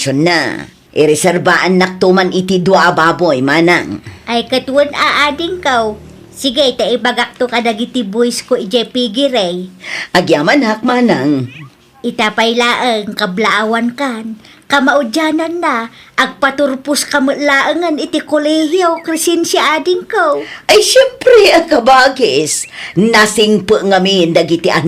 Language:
Iloko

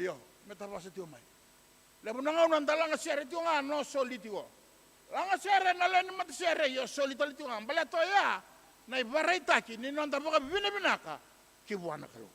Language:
Fijian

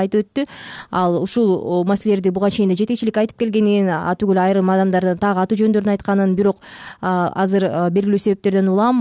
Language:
Kyrgyz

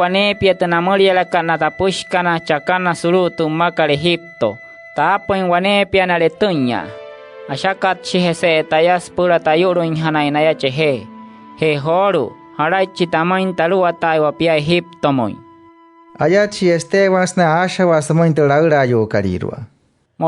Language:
Wayuu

